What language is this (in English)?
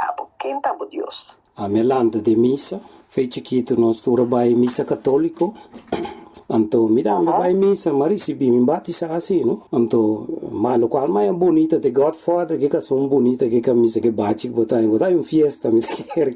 Papiamento